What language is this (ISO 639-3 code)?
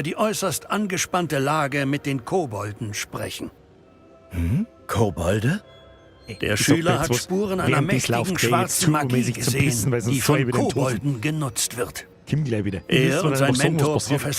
bar